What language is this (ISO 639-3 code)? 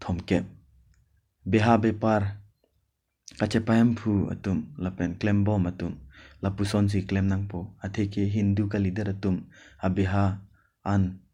mjw